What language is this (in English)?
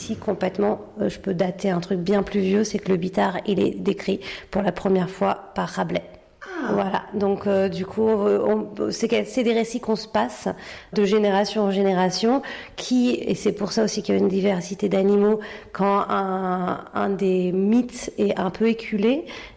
French